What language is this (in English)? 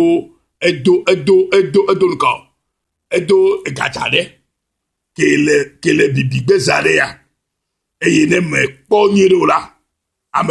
Ewe